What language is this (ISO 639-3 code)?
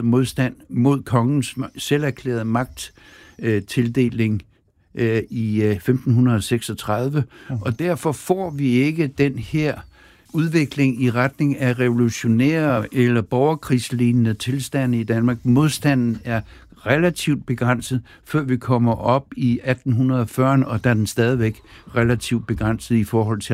dan